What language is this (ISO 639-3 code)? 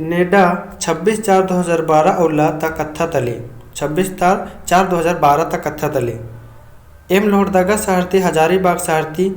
kru